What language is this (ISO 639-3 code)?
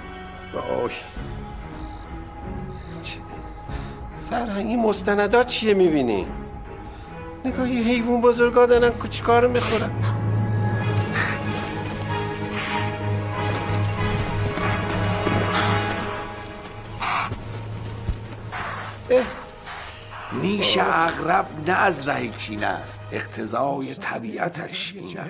fas